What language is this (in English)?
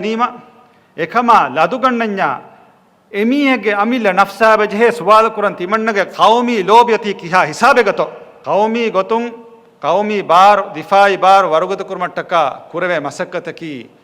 Divehi